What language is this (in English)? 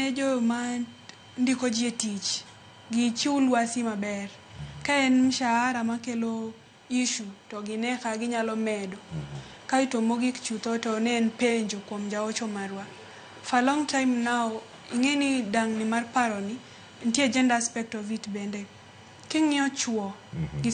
Luo (Kenya and Tanzania)